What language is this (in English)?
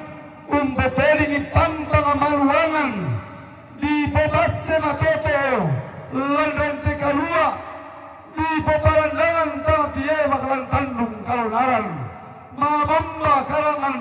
Toraja-Sa'dan